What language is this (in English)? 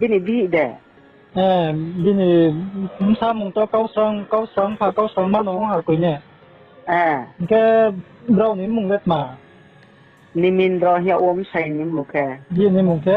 Riang (India)